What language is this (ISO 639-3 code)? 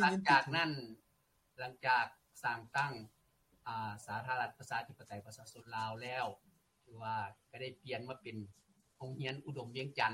lao